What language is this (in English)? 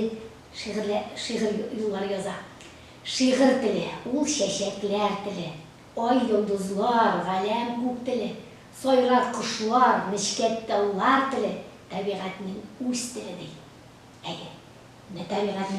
Tatar